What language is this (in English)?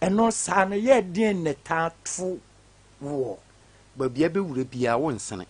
Akan